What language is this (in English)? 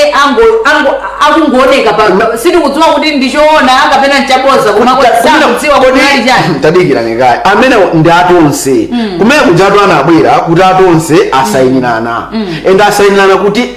Nyanja